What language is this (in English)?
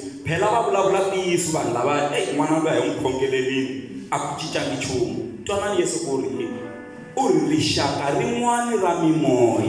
Tsonga